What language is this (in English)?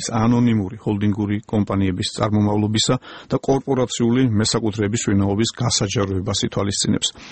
Georgian